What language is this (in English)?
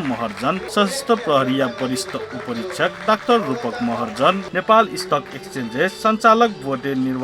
Newari